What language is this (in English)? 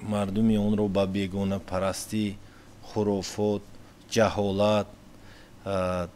Tajik